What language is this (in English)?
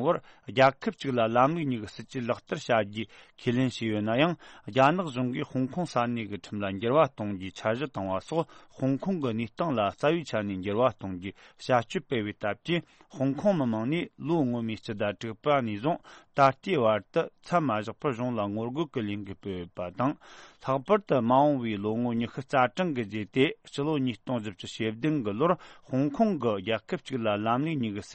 Tibetan